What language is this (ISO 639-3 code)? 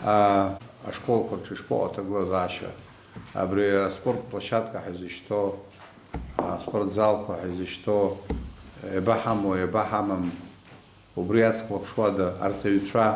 abk